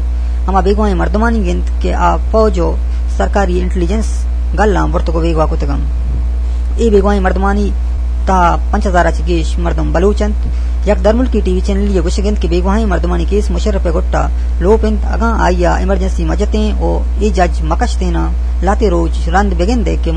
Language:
Eastern Balochi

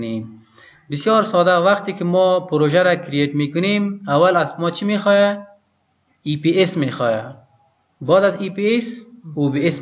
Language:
Persian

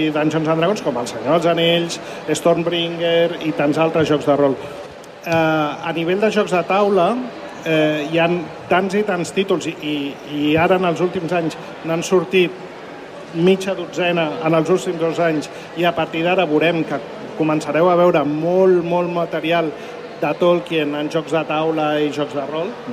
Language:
Catalan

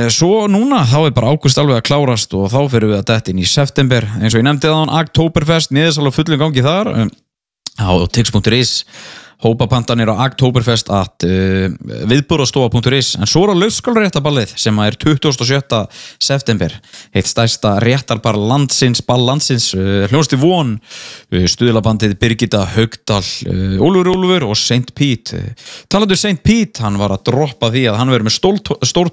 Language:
Icelandic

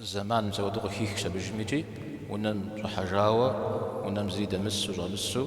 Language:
Kabardian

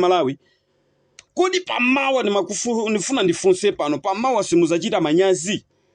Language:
Nyanja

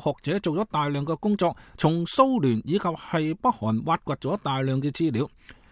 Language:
Cantonese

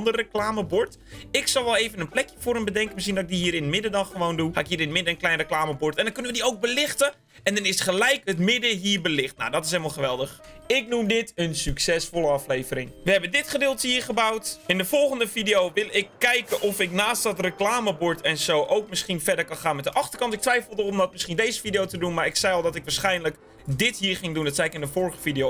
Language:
Dutch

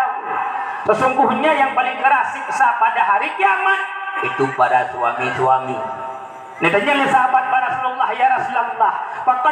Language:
Achinese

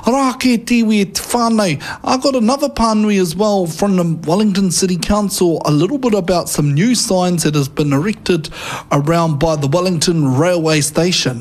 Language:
Māori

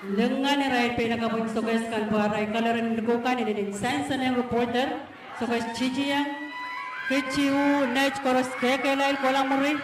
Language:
Pohnpeian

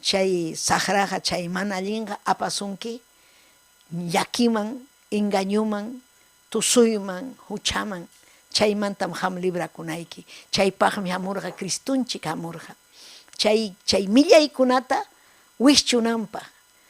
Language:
Ayacucho Quechua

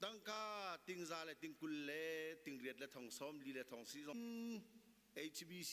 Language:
Hakha Chin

